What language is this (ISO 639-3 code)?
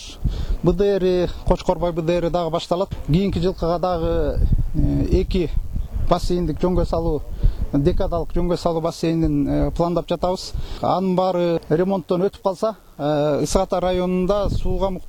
kir